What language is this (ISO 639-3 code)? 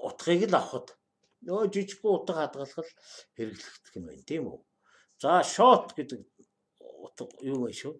mon